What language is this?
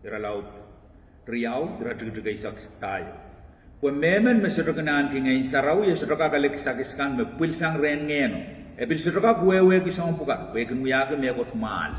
Pohnpeian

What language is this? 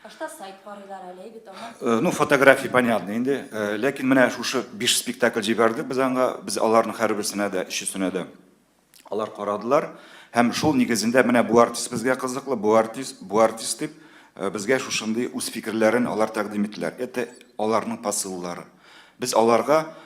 Tatar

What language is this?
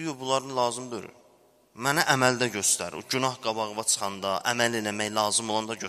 Azerbaijani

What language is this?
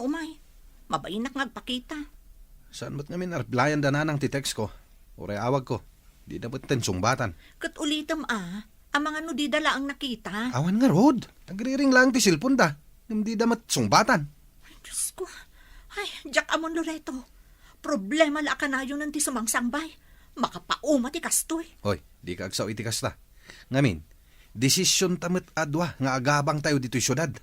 Iloko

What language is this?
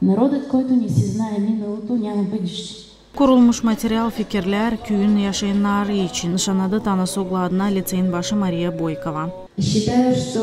Gagauz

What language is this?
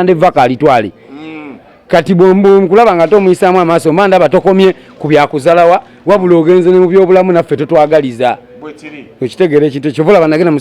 Ganda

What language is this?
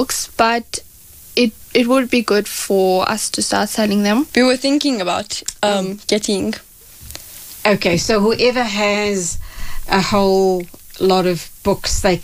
English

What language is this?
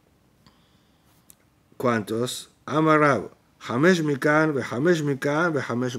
Spanish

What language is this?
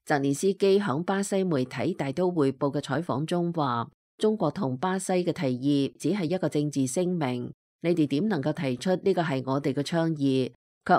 Cantonese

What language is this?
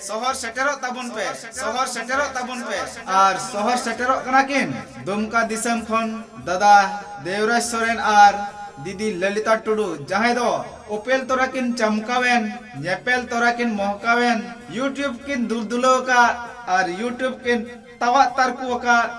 Santali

